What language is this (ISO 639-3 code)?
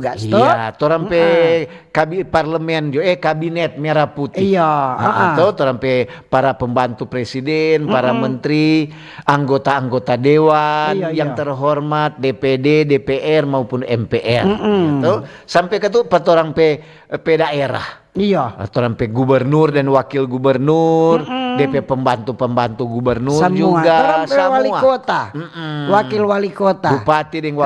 xmm